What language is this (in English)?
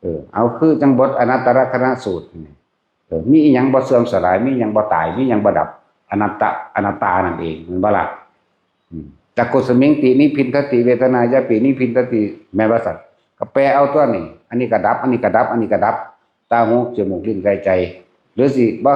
Northeastern Thai